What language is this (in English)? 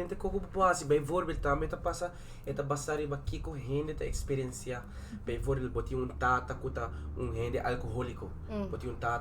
Papiamento